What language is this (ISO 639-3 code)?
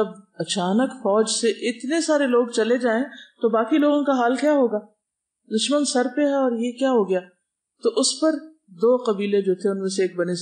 urd